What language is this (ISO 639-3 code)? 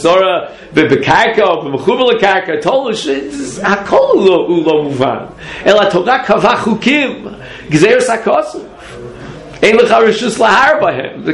heb